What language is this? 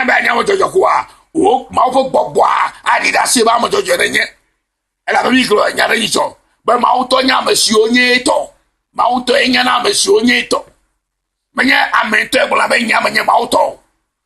Ewe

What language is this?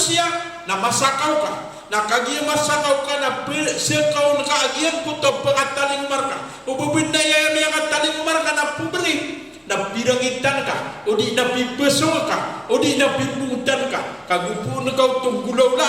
Maranao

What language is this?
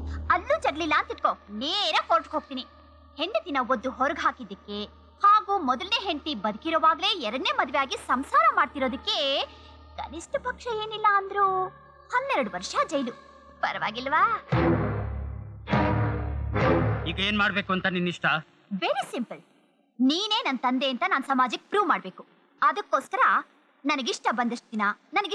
Kannada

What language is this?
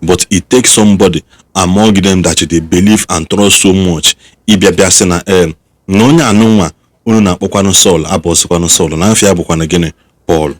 Igbo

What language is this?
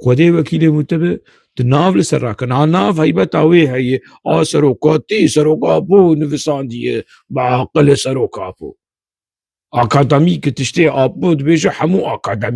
Kurdish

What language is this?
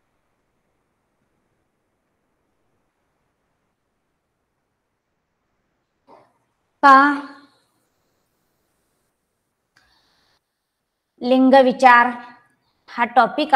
Marathi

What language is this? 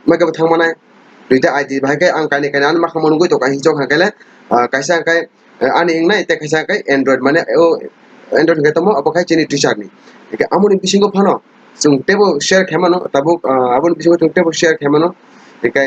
Kok Borok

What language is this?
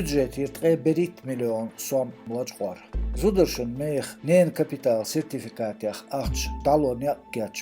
Chechen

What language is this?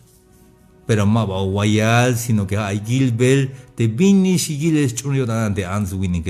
Tzeltal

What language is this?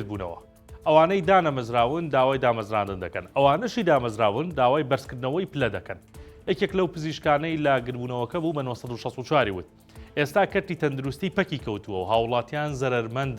Central Kurdish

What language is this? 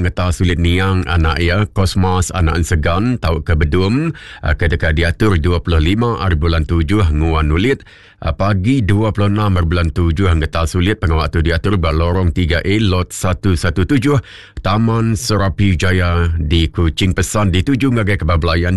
Iban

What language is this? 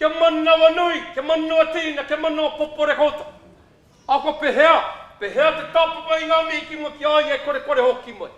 Māori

